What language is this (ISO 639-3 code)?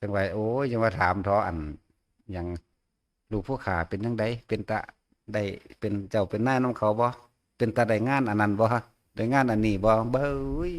tts